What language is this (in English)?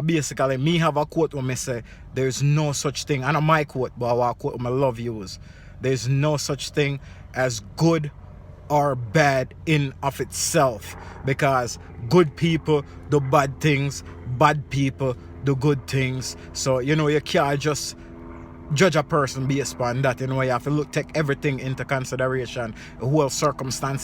Jamaican Creole English